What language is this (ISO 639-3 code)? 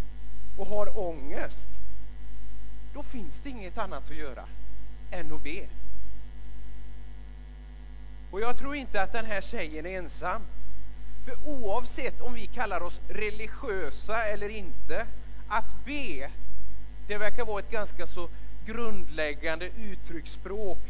swe